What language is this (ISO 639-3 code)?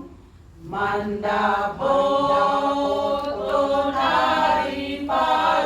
bbc